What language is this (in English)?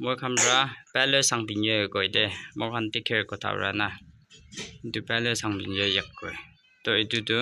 Naga Pidgin